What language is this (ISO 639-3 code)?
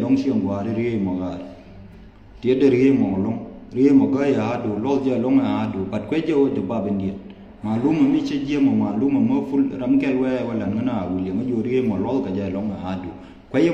nus